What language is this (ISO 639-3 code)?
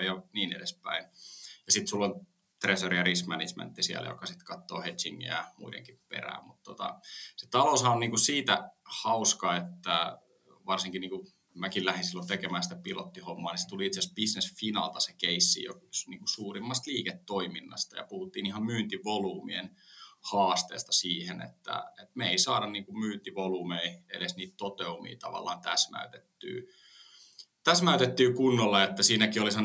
fin